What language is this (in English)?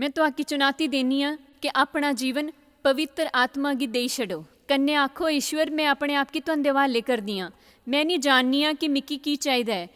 Dogri